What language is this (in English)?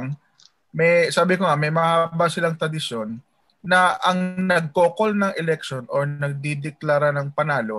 Filipino